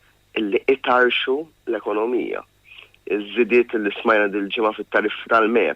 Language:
Maltese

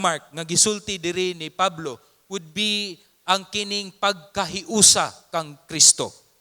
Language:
Cebuano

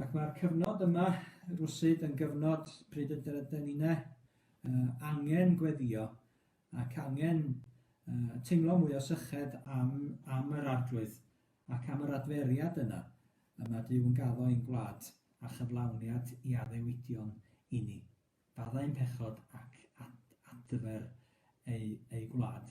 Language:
Welsh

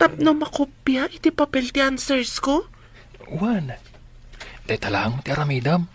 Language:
Iloko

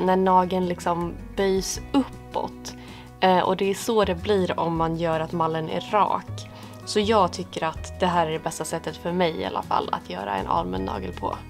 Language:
Swedish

